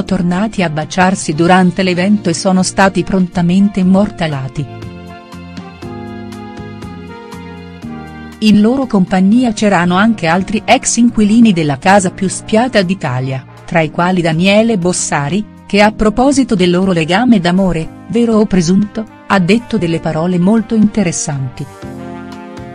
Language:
Italian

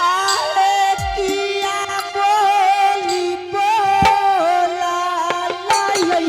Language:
Angika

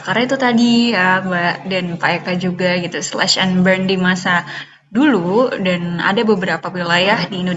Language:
Indonesian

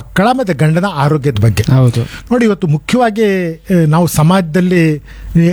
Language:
Kannada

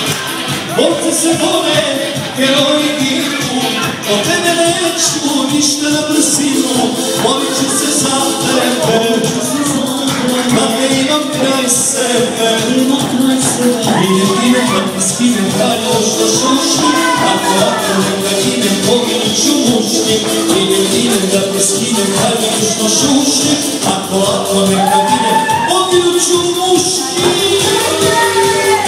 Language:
Serbian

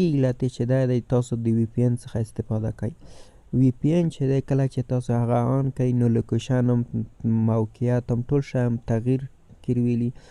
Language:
Pashto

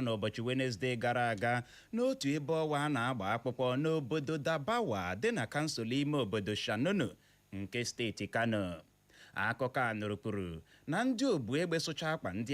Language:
Igbo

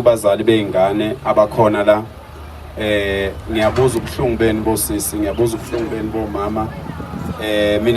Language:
Zulu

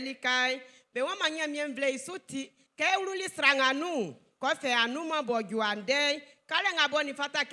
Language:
Baoulé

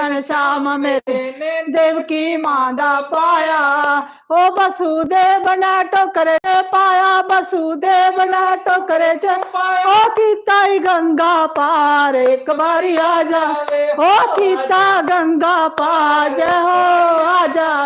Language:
Dogri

